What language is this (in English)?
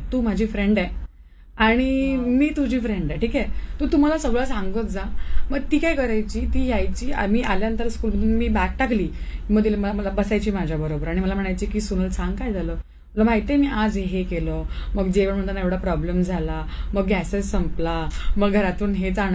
Marathi